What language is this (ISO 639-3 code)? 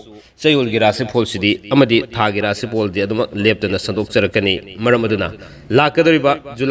mni